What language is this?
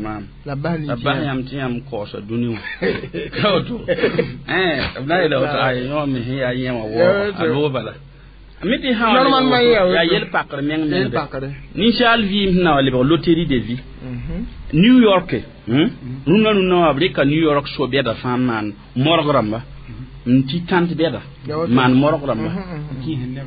Mossi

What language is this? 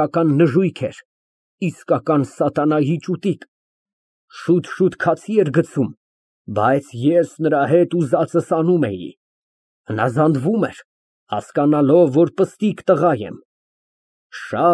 Armenian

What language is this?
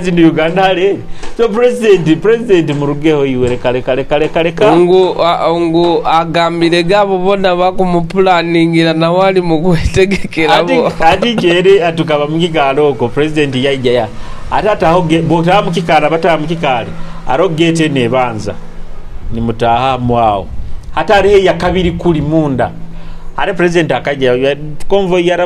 Nyoro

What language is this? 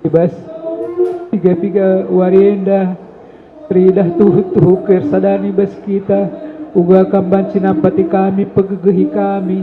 Batak Karo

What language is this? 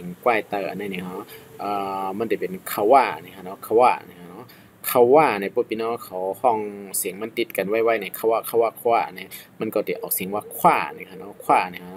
Shan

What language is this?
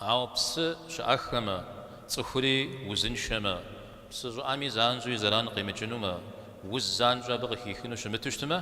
Kabardian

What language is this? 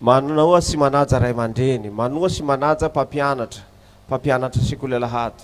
Malagasy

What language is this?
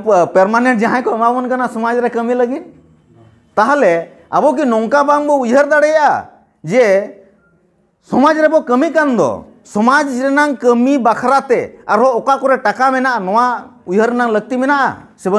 Santali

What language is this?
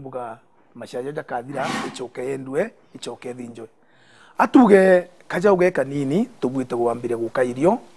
Meru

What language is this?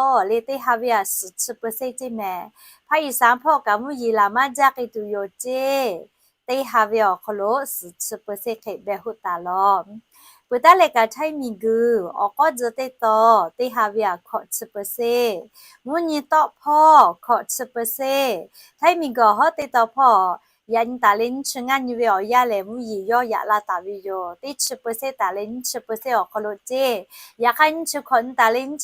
Lahu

